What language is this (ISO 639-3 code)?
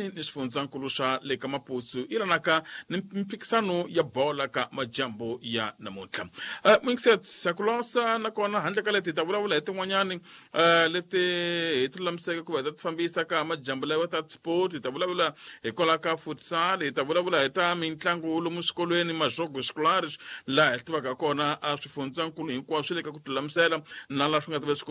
tso